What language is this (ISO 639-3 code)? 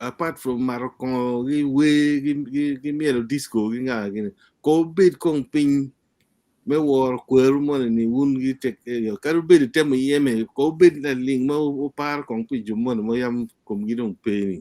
ach